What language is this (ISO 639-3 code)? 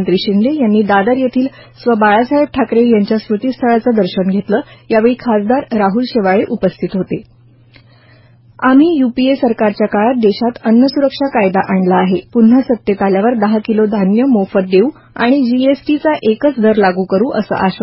mar